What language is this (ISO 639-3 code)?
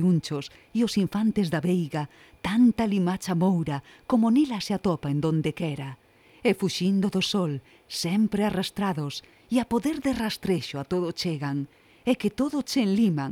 glg